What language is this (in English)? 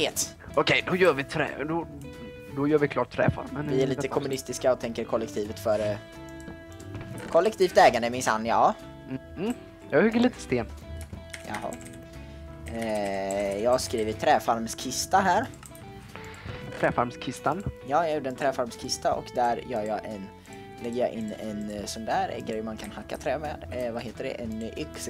Swedish